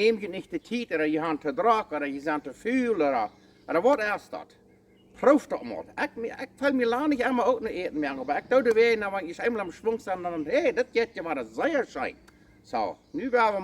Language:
Plautdietsch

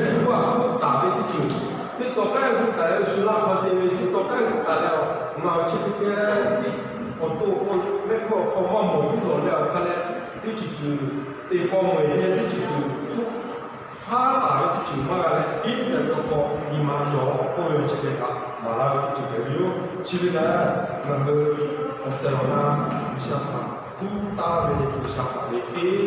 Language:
Lahu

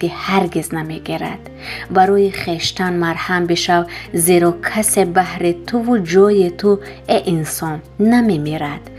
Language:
Tajik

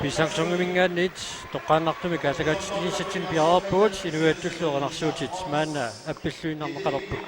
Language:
Kalaallisut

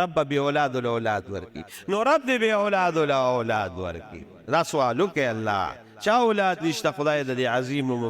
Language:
Pashto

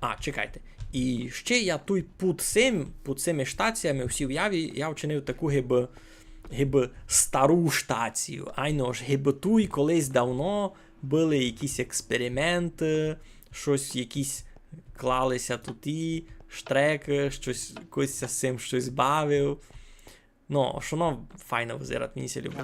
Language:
Rusyn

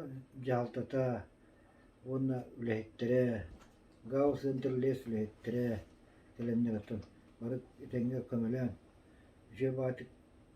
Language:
Yakut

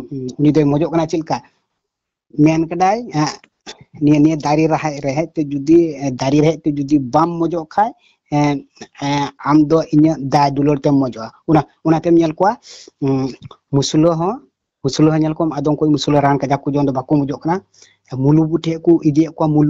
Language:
Santali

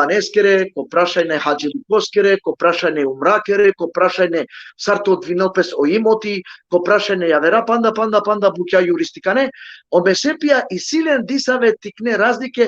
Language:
Balkan Romani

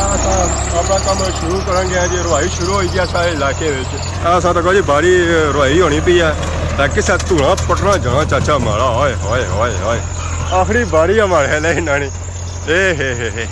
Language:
Pahari-Potwari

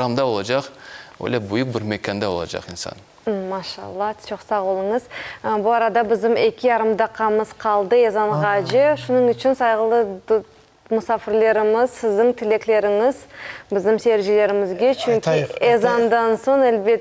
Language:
Crimean Tatar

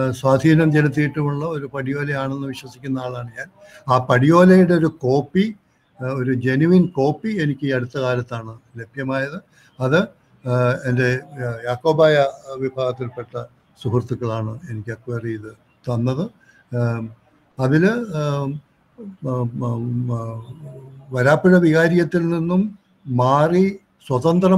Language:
Malayalam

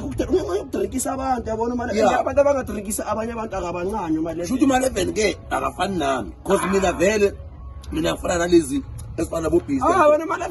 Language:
Zulu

